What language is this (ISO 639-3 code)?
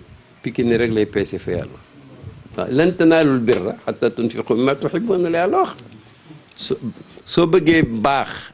wol